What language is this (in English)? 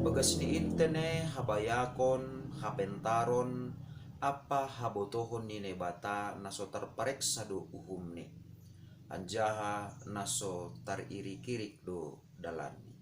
Batak Simalungun